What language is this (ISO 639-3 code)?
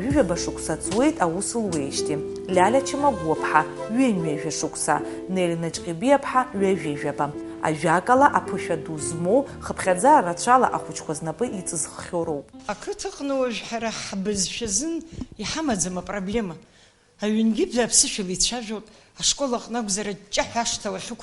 abk